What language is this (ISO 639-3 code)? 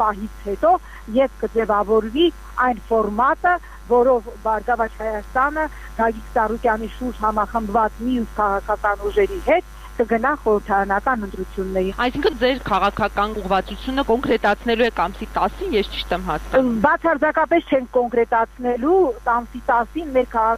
hye